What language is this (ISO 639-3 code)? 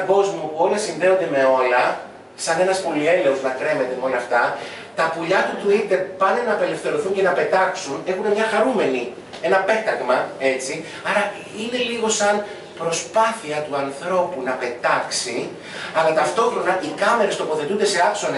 ell